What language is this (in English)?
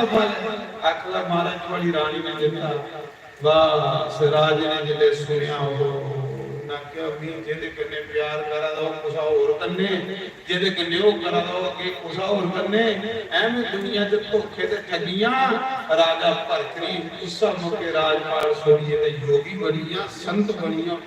Dogri